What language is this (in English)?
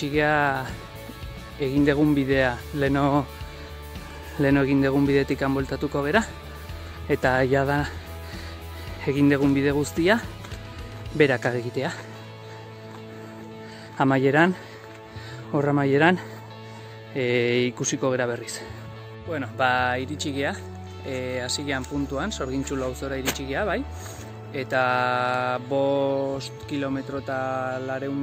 Basque